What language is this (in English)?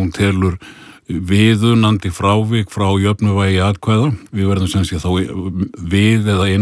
Icelandic